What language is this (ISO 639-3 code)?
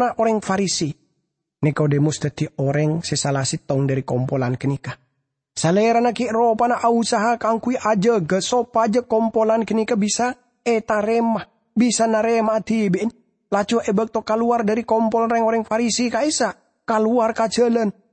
mad